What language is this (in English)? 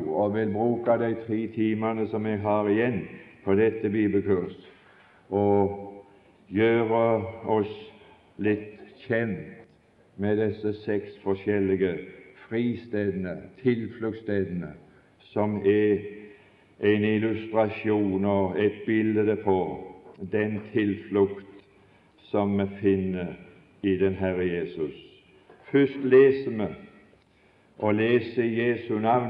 Norwegian